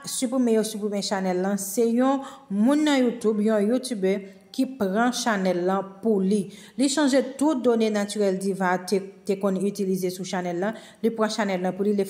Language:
Haitian Creole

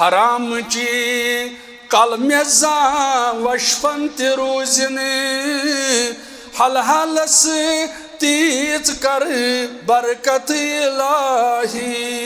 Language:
Kashmiri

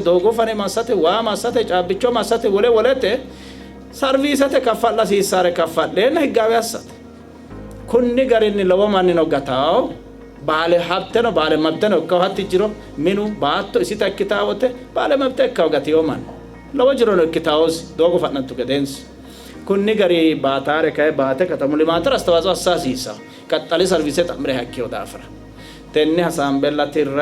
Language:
Sidamo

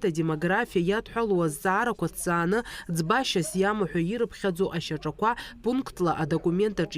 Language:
Abkhazian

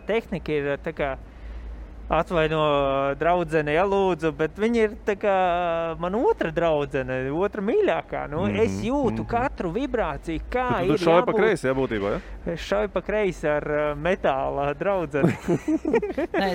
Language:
Latvian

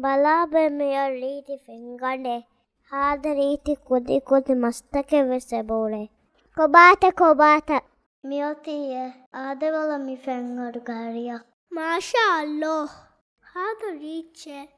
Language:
Divehi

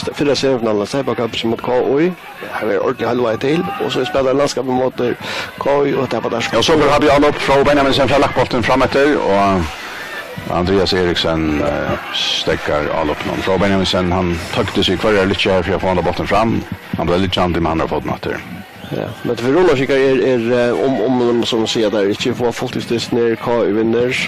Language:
Faroese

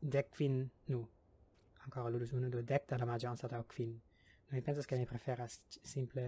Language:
Esperanto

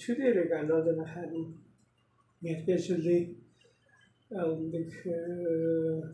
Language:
Tuvinian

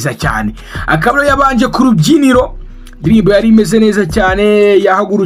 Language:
Kinyarwanda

